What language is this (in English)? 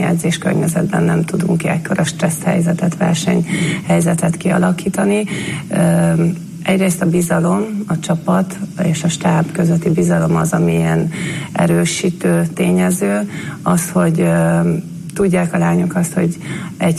Hungarian